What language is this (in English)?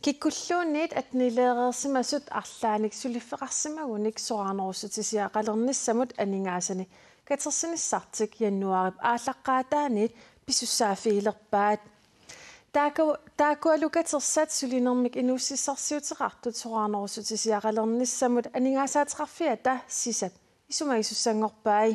Kalaallisut